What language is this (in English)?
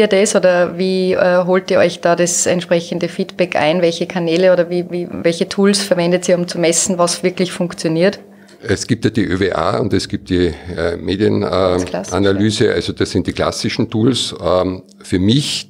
German